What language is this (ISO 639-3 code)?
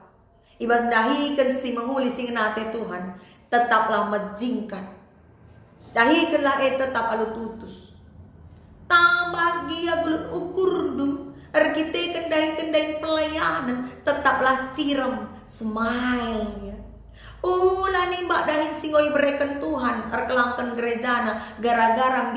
btx